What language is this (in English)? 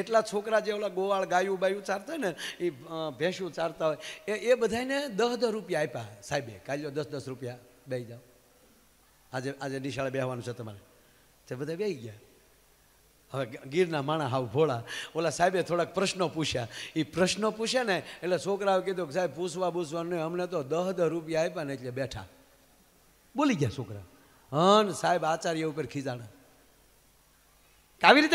Gujarati